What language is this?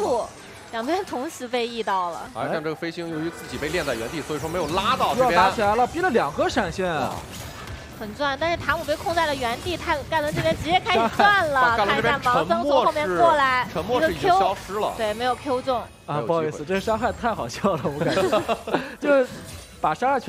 Chinese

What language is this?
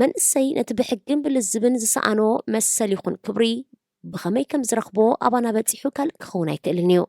Tigrinya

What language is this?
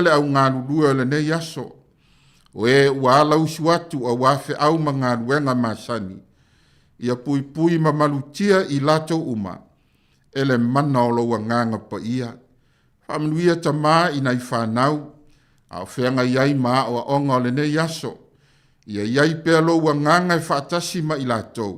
Samoan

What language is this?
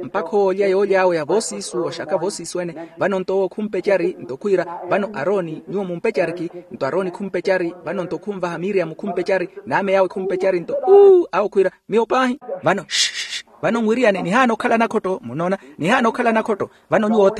Makhuwa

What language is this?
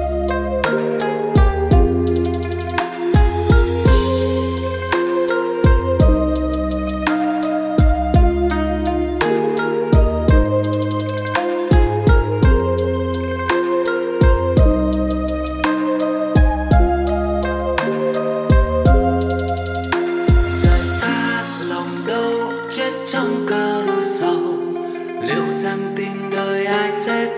Vietnamese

